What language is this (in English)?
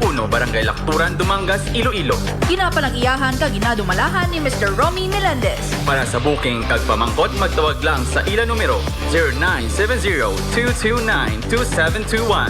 Hiligaynon